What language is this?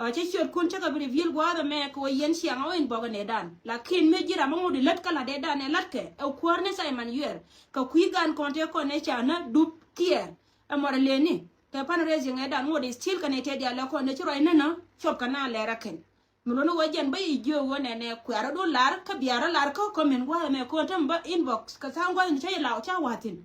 Nuer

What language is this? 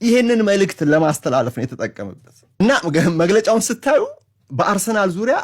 Amharic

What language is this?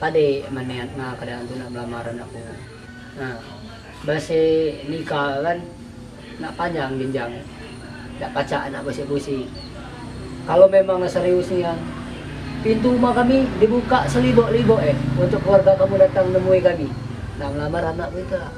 Musi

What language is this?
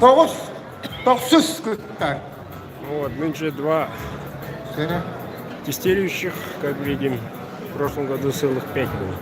Yakut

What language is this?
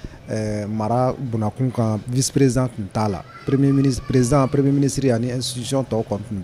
Bambara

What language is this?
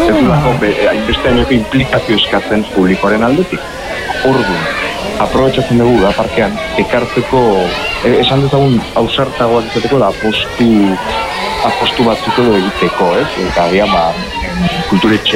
Basque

